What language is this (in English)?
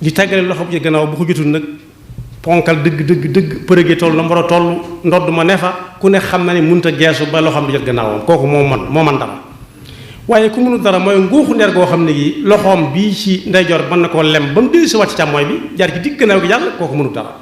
Wolof